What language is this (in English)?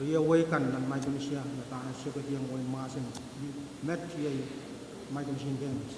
Pohnpeian